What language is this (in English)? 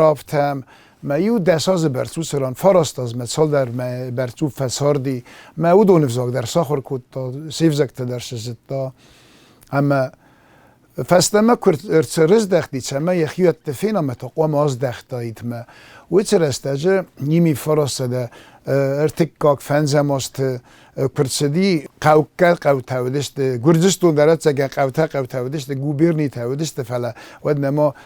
Ossetic